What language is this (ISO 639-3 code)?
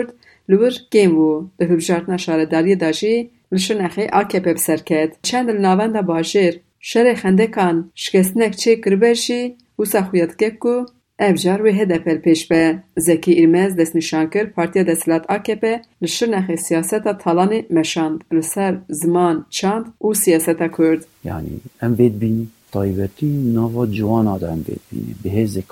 kur